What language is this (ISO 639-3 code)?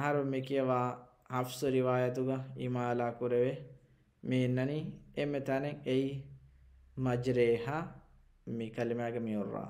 div